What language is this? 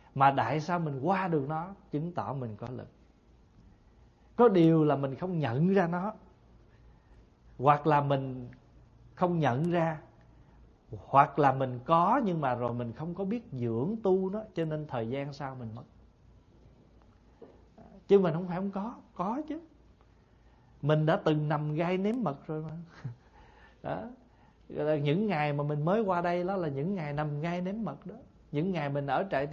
Vietnamese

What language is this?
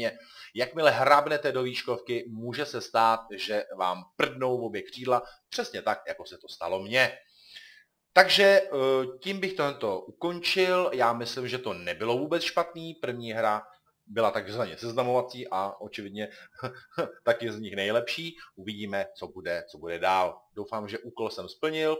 Czech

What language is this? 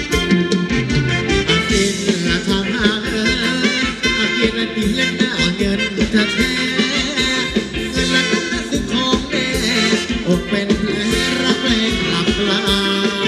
Thai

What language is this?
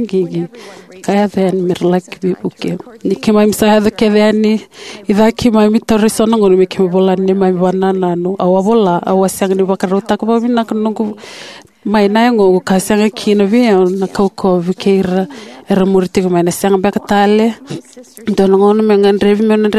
Fijian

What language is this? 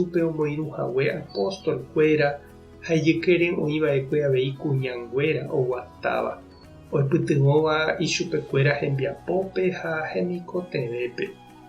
Guarani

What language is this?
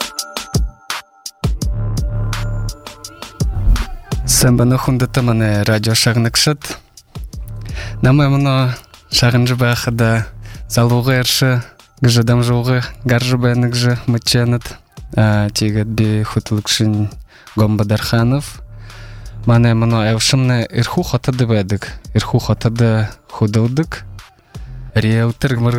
Buriat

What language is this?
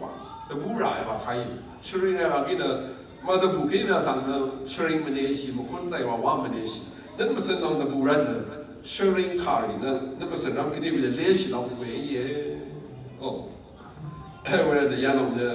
Rawang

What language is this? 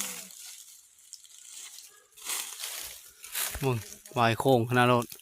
Lao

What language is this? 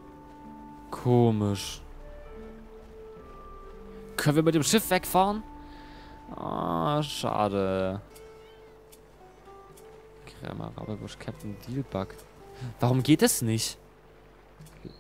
German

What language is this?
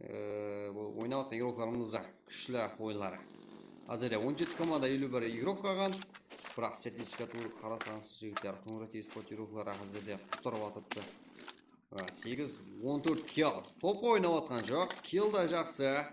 Kara-Kalpak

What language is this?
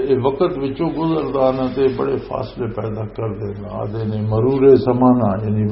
Western Panjabi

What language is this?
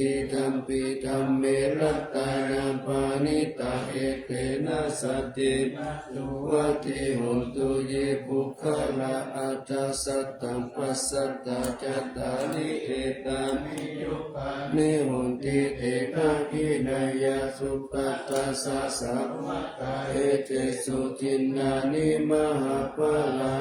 Pali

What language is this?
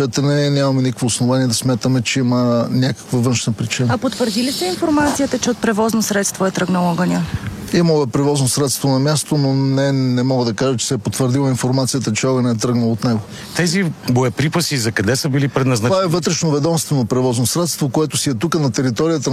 Bulgarian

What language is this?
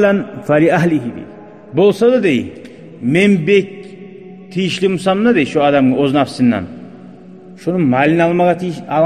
Kumyk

